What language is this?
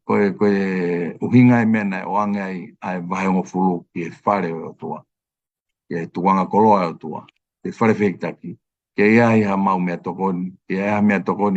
Tongan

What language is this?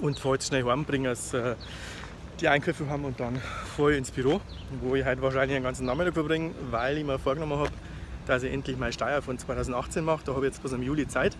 Bavarian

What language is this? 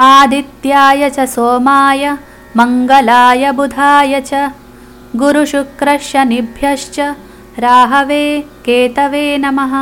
Sanskrit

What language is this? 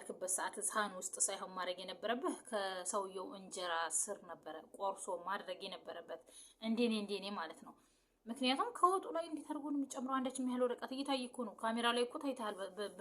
Amharic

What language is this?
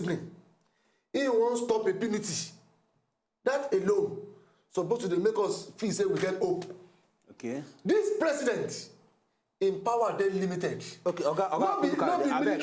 Nigerian Pidgin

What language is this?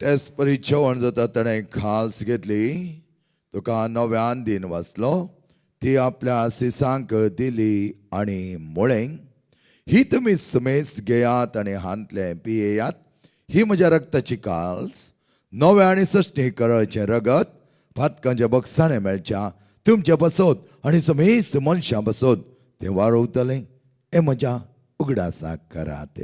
Konkani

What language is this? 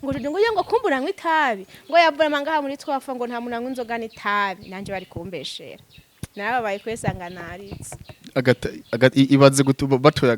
Rundi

